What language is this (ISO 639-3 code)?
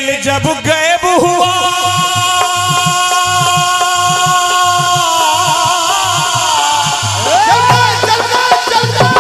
hin